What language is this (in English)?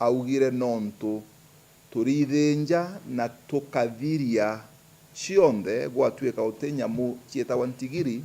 Meru